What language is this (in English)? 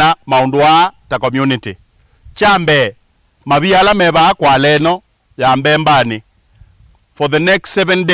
Kamba